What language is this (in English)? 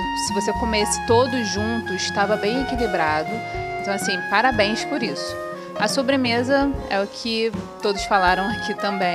Portuguese